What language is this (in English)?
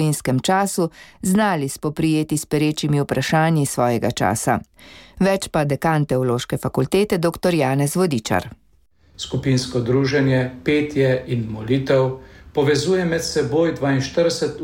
Slovenian